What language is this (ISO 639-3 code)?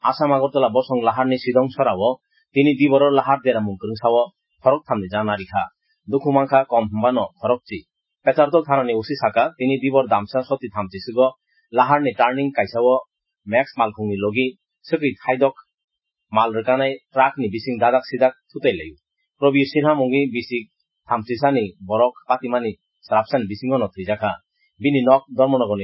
trp